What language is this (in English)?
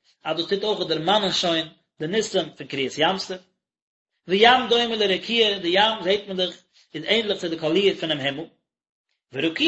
Yiddish